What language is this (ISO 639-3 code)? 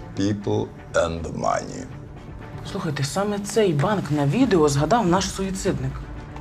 ukr